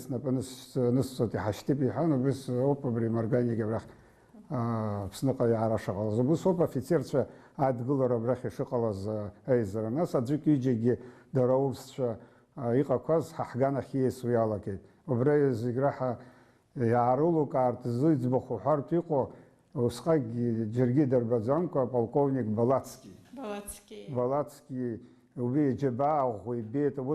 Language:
Abkhazian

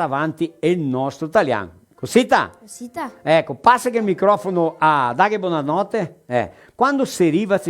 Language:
Venetian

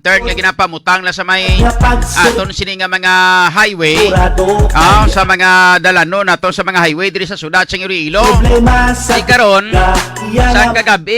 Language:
Hiligaynon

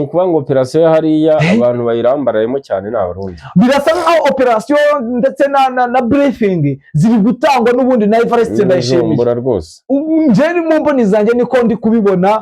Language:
Kinyarwanda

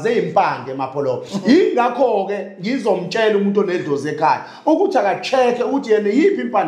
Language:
Zulu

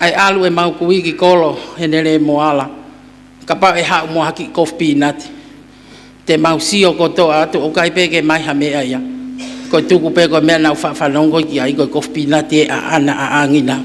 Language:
Tongan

